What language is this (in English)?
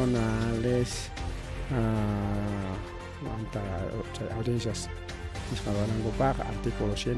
Ayacucho Quechua